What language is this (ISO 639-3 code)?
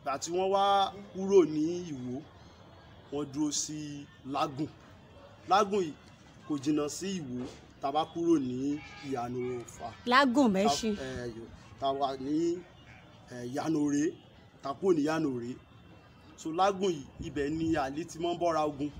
yor